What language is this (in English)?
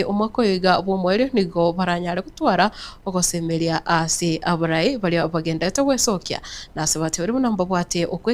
Gusii